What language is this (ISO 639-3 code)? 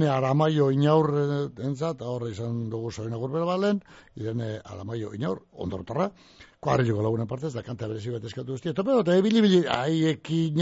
eus